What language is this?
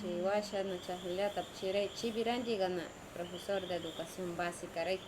Northern Pastaza Quichua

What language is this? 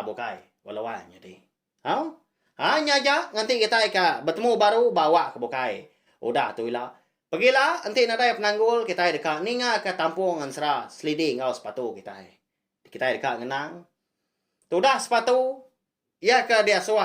Iban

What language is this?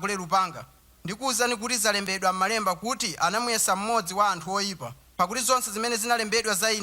Nyanja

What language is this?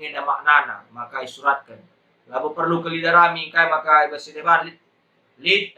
Batak Karo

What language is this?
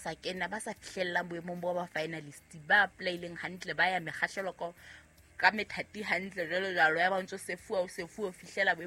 Southern Sotho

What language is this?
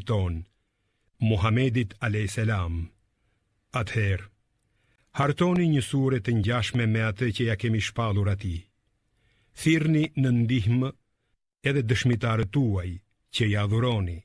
Albanian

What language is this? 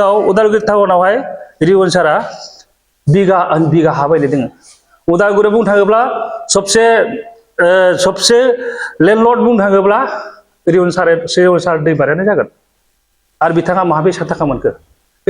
Bodo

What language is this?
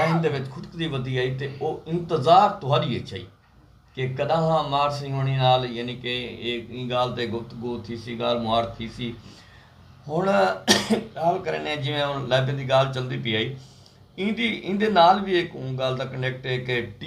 Saraiki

